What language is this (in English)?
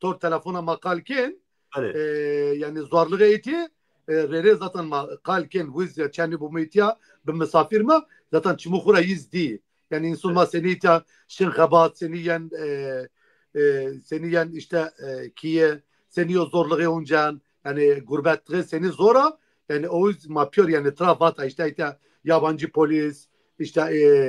Zaza